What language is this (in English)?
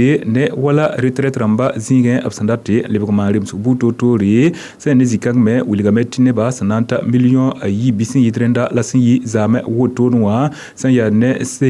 Mossi